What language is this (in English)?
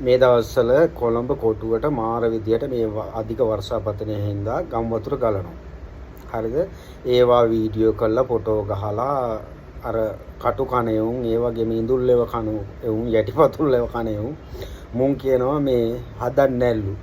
Sinhala